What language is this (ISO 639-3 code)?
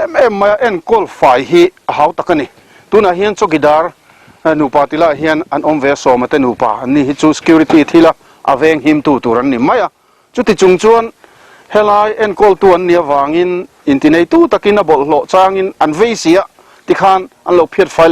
lus